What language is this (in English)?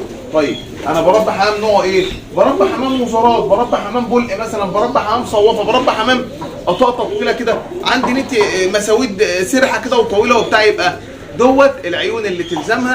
Egyptian Arabic